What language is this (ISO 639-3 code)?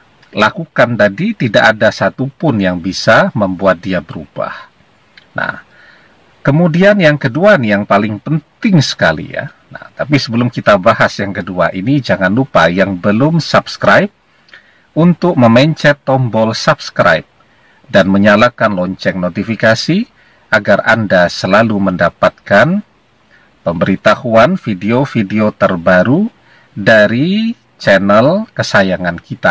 ind